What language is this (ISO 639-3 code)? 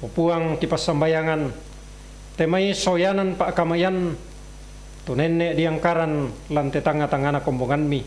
sda